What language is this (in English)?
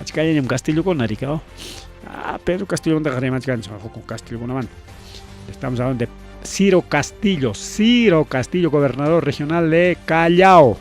Ayacucho Quechua